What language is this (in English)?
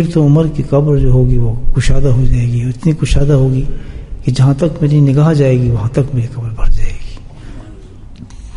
Urdu